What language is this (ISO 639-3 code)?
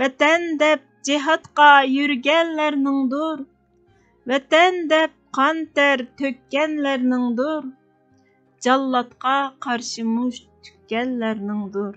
uig